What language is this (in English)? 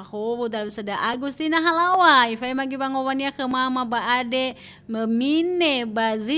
Nias